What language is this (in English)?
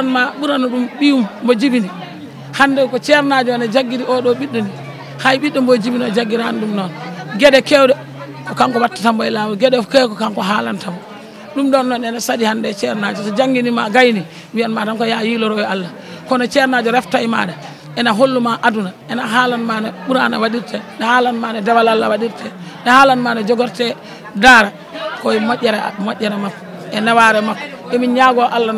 Fula